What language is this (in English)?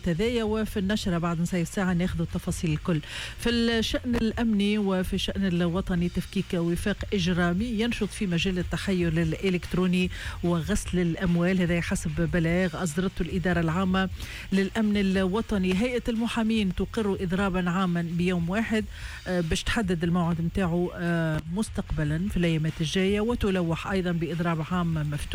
Tunisian Arabic